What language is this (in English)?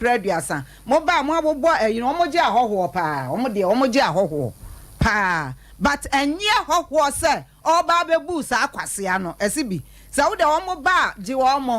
Akan